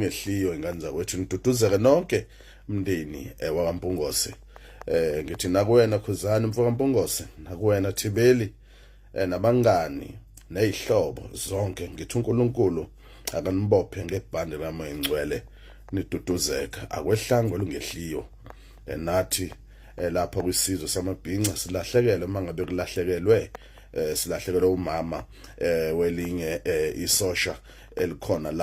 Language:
Zulu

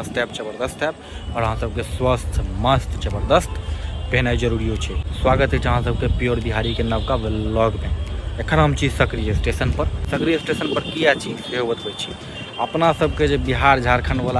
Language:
Maithili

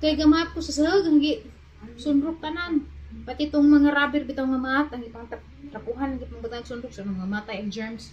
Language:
Cebuano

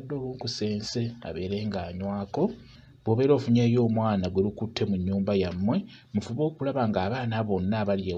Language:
Ganda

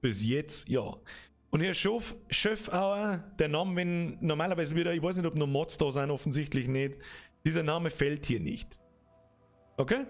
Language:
Bavarian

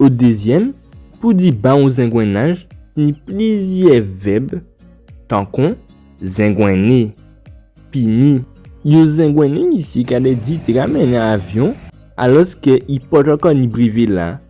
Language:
Guadeloupean Creole French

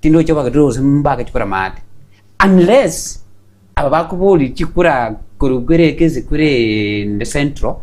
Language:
Gusii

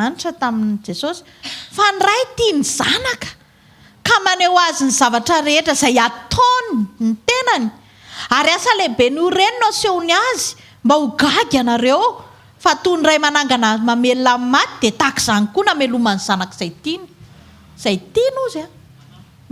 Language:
Malagasy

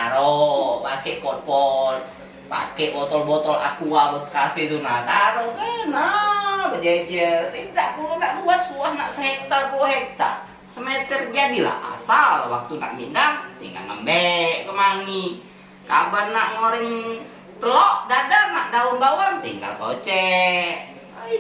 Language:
Musi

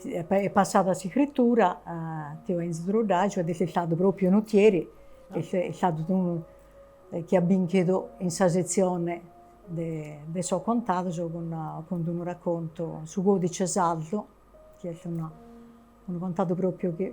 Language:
Sardinian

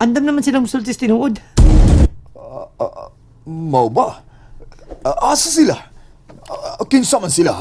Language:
Cebuano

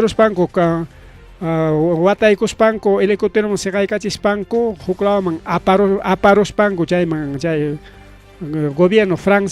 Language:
Ayacucho Quechua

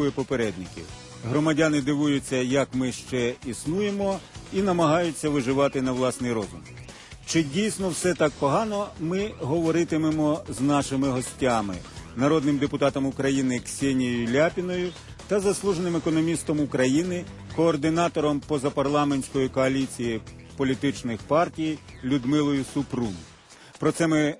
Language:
Ukrainian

